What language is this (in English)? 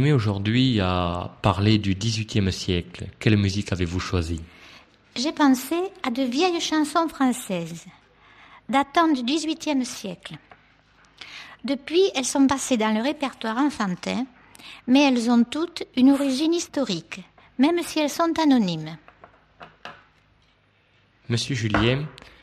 French